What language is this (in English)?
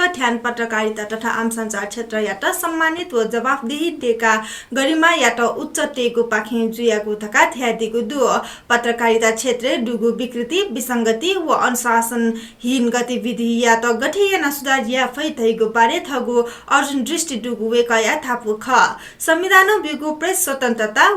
Newari